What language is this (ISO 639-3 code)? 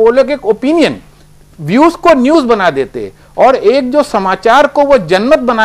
hin